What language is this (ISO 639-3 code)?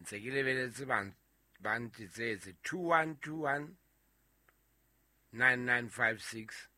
sot